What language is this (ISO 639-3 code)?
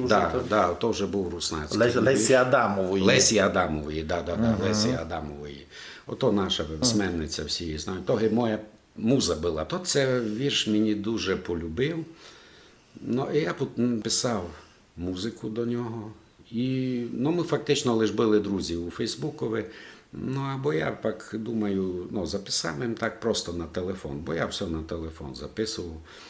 rue